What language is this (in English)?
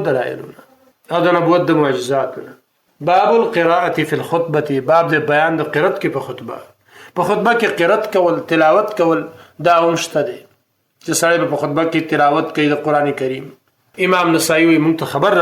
Pashto